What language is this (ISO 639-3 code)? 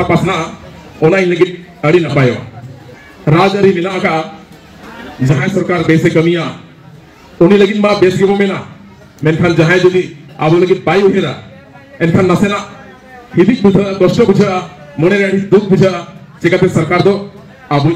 sat